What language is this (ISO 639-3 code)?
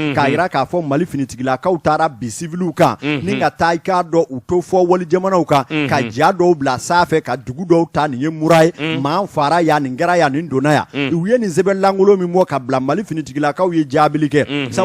bam